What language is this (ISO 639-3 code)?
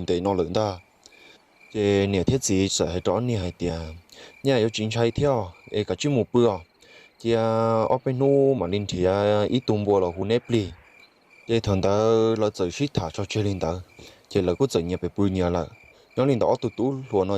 hmn